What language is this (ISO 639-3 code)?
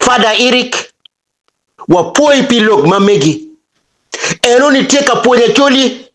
ach